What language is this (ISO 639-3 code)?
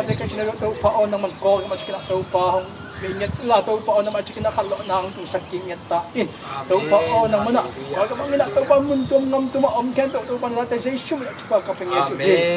ctd